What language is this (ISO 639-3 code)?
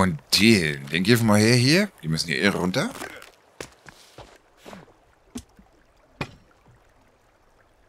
deu